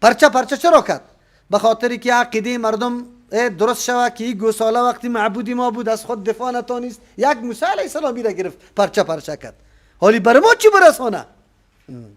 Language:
Persian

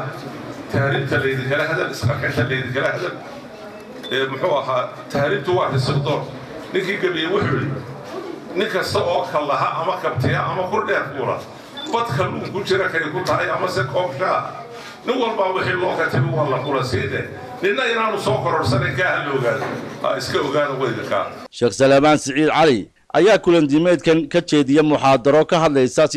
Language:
Somali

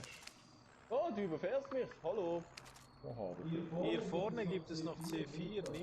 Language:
Swiss German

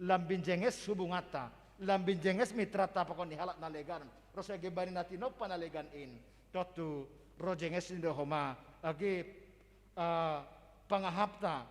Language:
Batak Simalungun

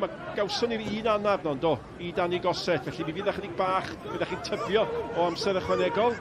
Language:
Welsh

